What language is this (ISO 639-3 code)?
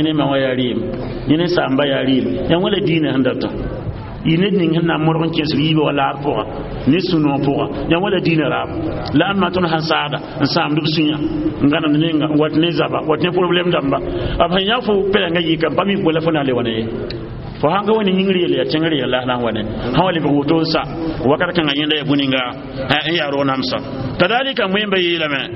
mos